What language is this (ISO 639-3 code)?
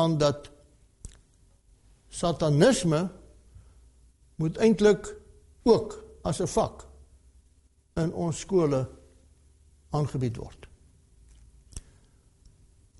afr